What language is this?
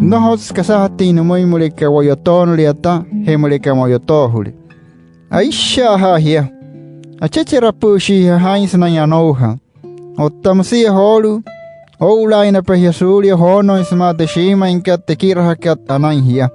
Wayuu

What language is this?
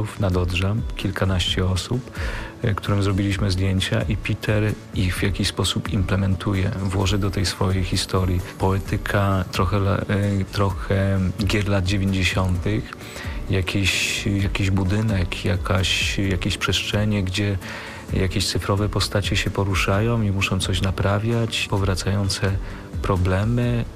Polish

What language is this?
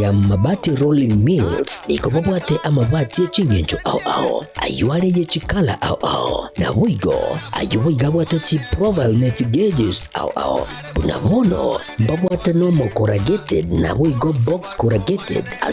Gusii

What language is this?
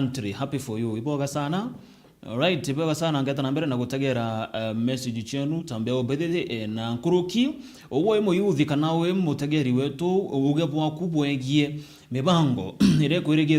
Meru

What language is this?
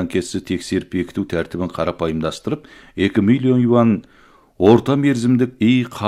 Kazakh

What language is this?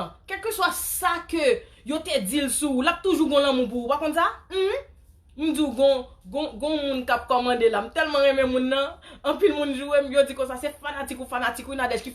Haitian Creole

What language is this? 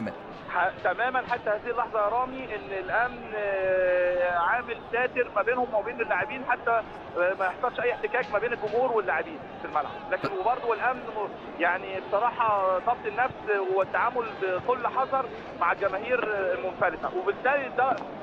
Egyptian Arabic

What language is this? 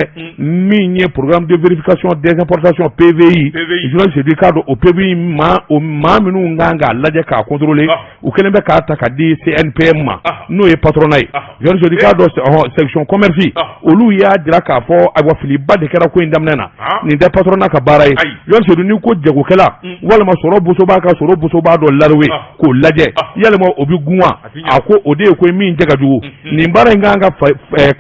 Bambara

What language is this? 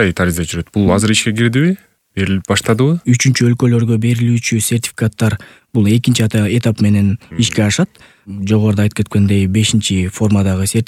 Kyrgyz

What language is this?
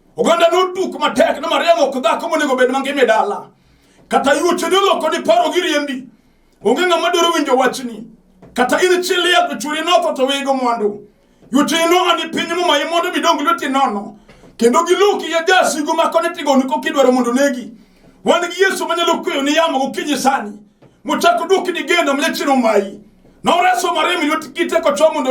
Luo (Kenya and Tanzania)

